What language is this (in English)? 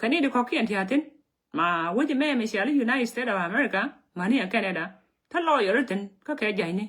Nuer